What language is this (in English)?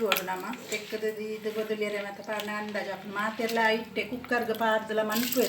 Tulu